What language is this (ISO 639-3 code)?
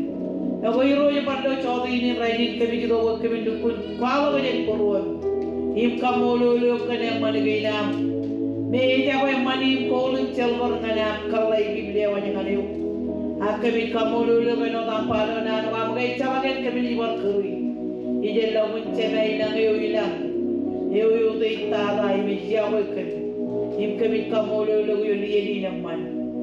mah